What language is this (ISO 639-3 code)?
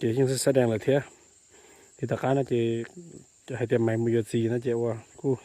hmn